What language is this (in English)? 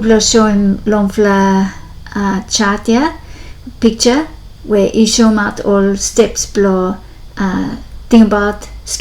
Bislama